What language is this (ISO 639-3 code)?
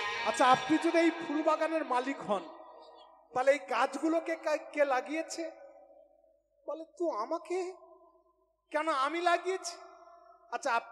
ben